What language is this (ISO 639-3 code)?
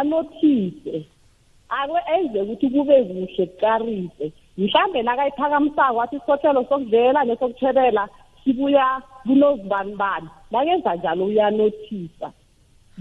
nbl